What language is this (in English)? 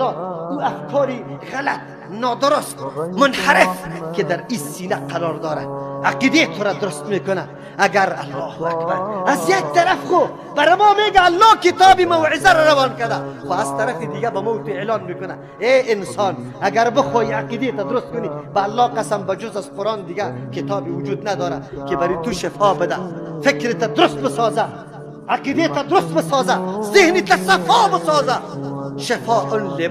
Persian